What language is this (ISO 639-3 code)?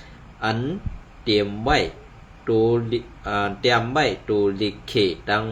shn